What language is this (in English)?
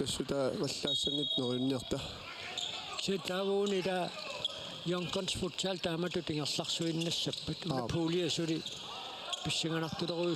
Kalaallisut